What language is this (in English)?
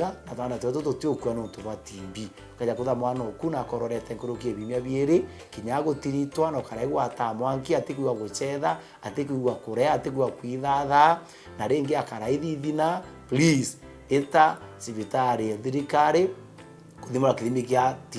Meru